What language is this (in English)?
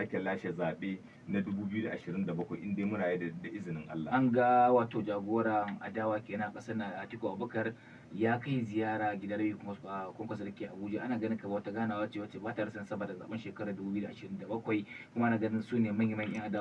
Hausa